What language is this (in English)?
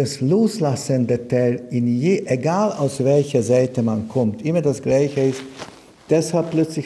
German